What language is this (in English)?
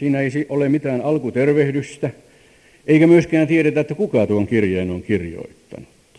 Finnish